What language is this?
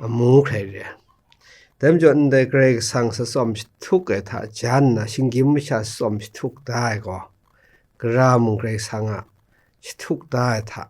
Kachin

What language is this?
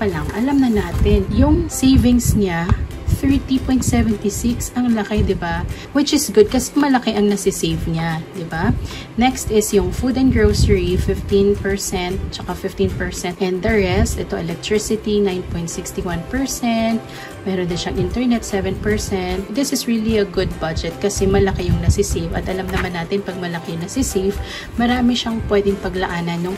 Filipino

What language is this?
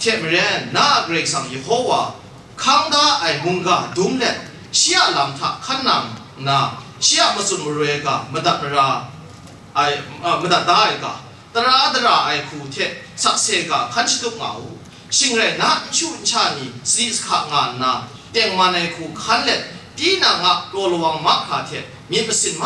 Kachin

